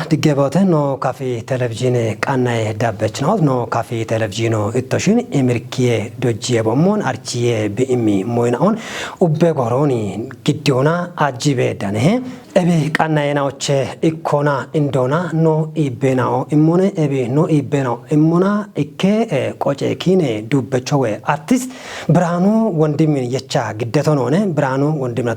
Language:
Kafa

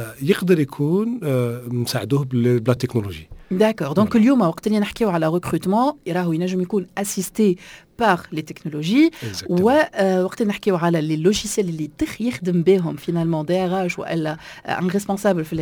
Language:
Tunisian Arabic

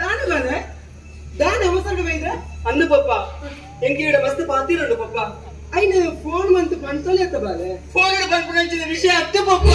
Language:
Tulu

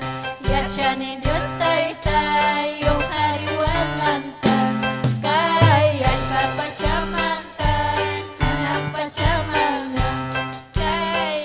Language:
Ayacucho Quechua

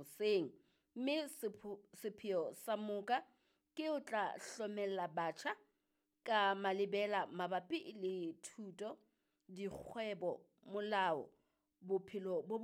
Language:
Southern Sotho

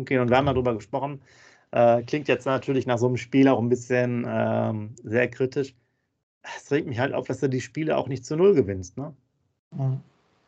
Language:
German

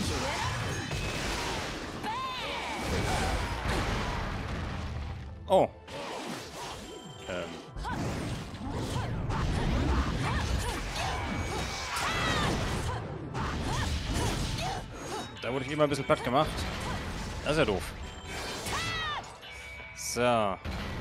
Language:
German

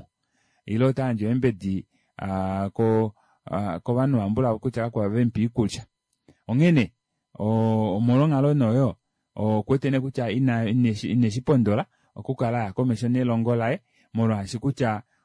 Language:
Kuanyama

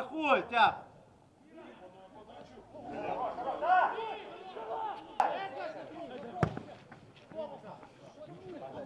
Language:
Ukrainian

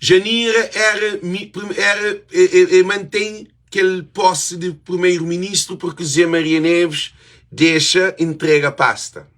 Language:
Kabuverdianu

